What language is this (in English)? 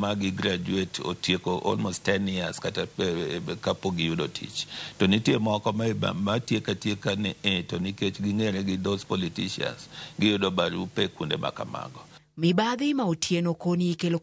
Luo (Kenya and Tanzania)